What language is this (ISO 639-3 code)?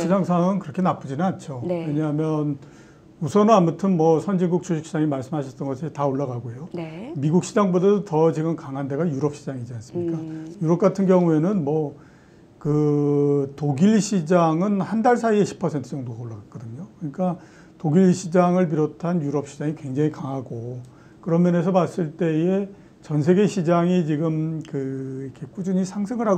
kor